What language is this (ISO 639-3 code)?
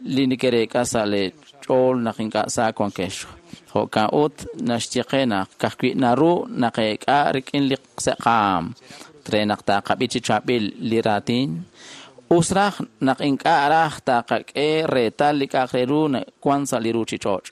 kek